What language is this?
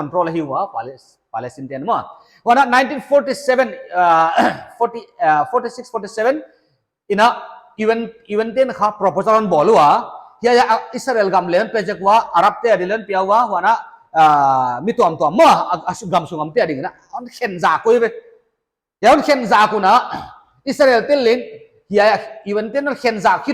Paite Chin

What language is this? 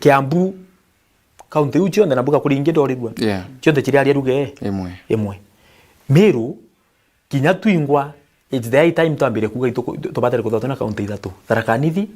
Meru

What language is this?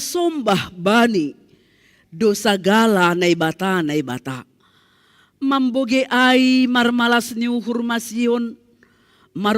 Batak Simalungun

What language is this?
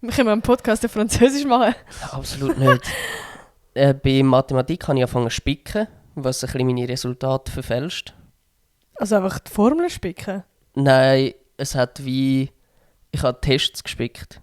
Swiss German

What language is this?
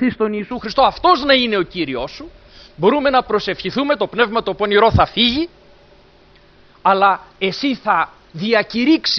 Greek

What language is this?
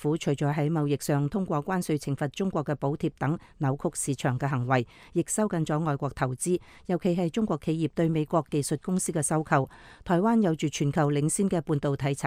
Cantonese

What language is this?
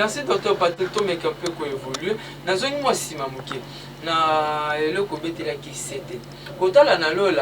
Lingala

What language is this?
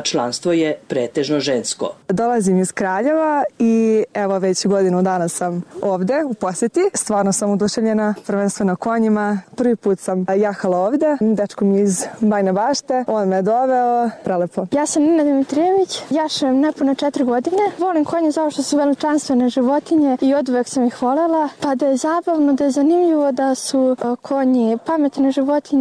Serbian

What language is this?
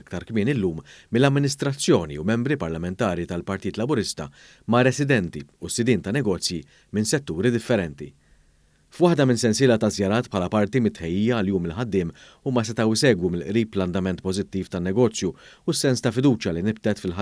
Maltese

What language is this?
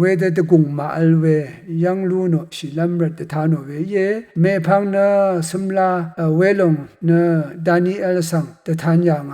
Rawang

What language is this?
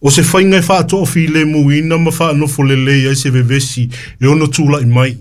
Samoan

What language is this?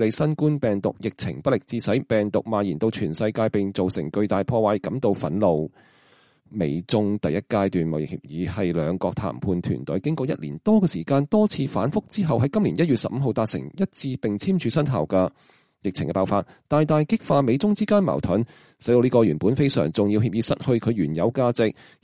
Cantonese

